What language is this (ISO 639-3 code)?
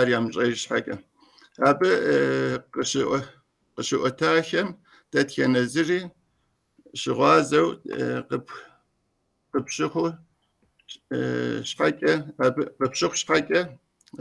kbd